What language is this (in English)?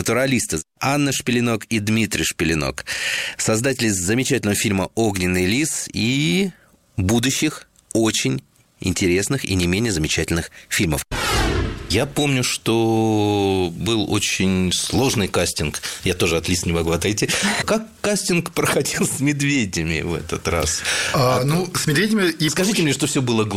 Russian